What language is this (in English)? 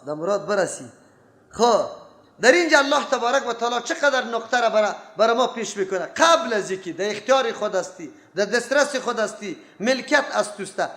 Persian